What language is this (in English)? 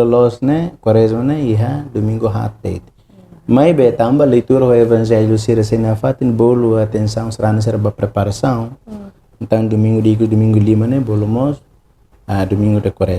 Tetum